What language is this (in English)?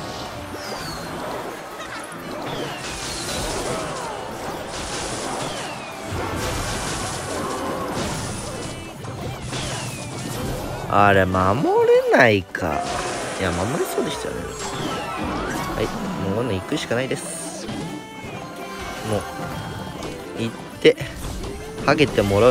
Japanese